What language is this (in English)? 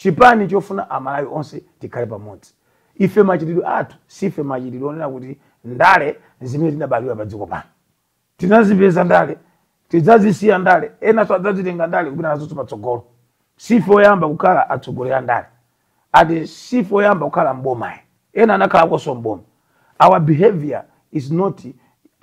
Nyanja